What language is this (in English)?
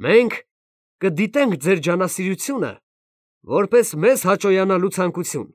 Armenian